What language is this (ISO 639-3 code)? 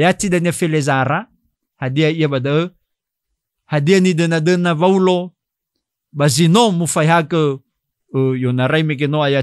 nia